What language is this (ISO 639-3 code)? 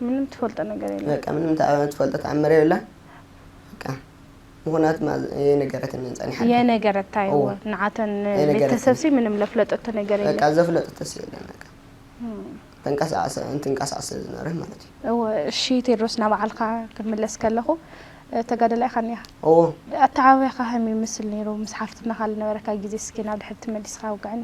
tir